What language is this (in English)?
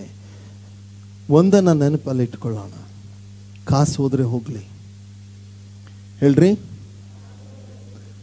Kannada